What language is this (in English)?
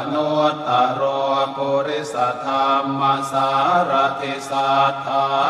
Pali